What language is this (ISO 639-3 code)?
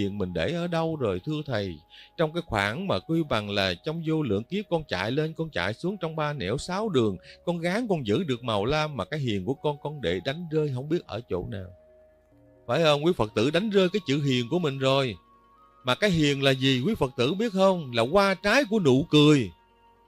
vie